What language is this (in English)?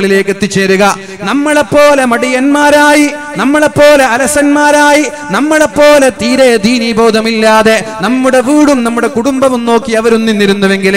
Malayalam